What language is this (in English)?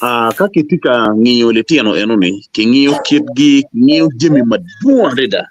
Acoli